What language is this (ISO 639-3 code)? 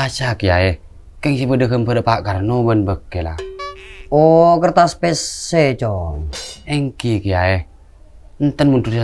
mad